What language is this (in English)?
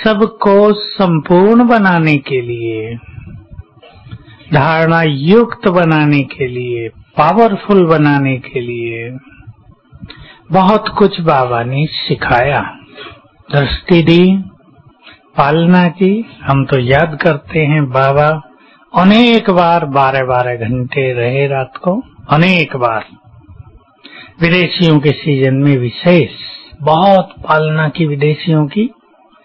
Hindi